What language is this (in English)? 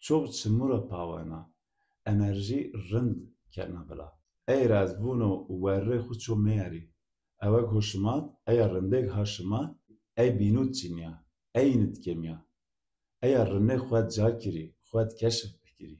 Zaza